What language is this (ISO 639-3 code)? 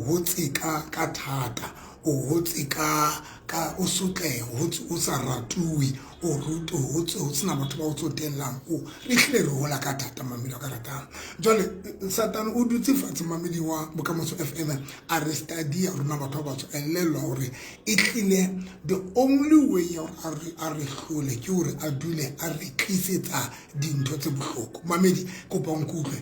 sot